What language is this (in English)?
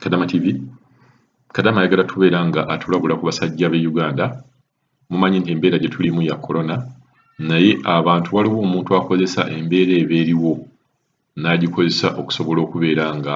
Ganda